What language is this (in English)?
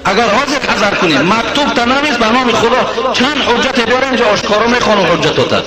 Tajik